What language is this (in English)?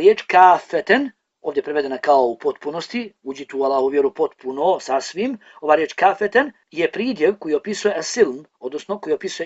Bosnian